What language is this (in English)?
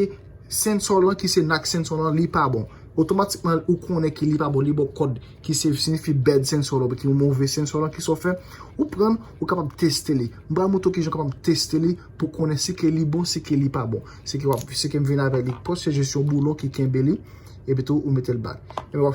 Haitian Creole